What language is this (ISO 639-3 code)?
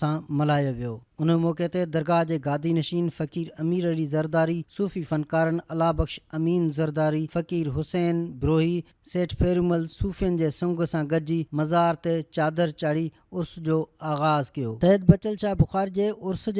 snd